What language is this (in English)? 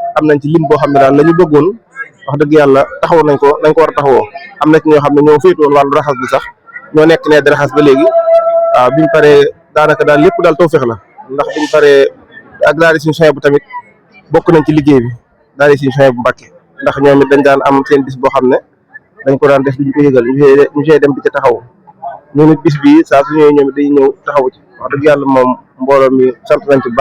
Wolof